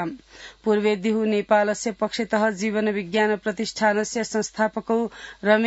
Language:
Sanskrit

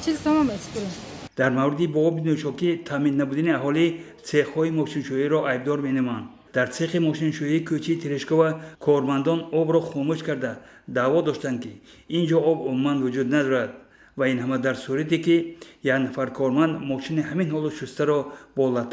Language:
Tajik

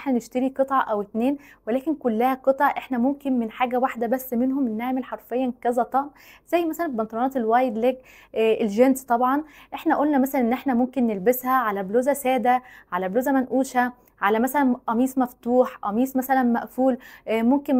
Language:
Egyptian Arabic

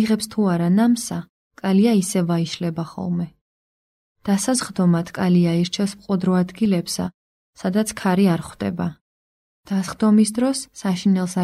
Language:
Georgian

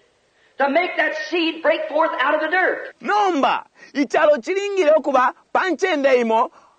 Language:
Bemba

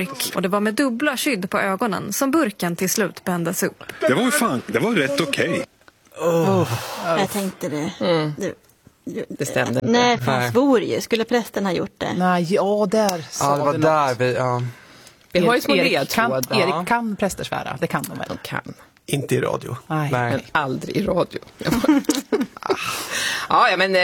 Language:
Swedish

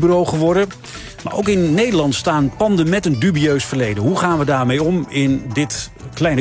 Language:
Dutch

